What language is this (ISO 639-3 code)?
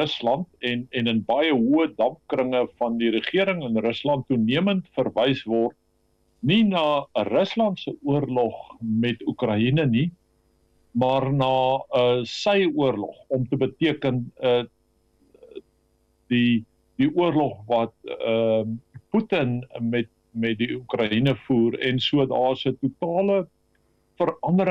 afr